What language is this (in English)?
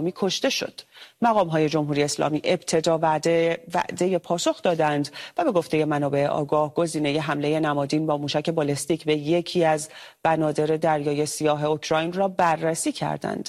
Persian